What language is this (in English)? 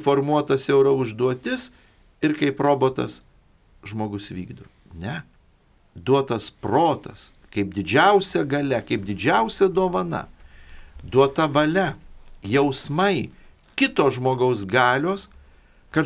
Lithuanian